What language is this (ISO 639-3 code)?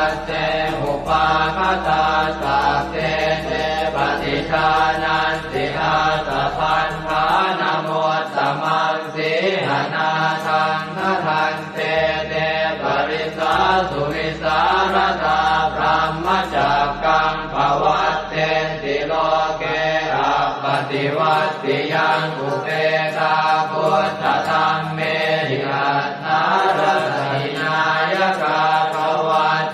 pli